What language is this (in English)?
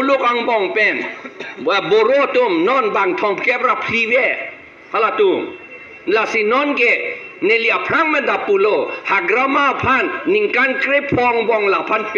Karbi